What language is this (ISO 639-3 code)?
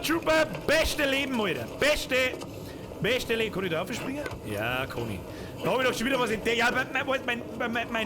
bar